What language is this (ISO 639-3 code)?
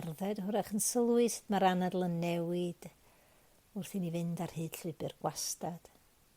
cym